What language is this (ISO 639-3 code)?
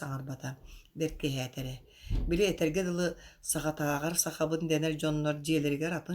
sah